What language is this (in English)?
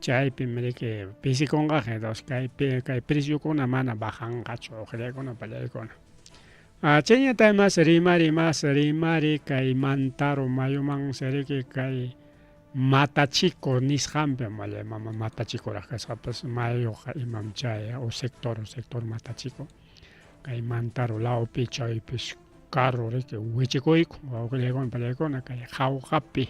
Ayacucho Quechua